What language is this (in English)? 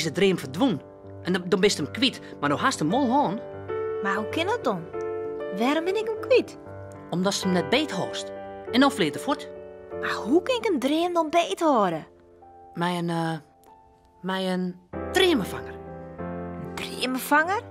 Western Frisian